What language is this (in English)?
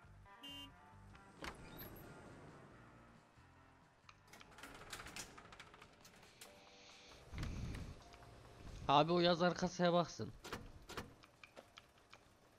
Turkish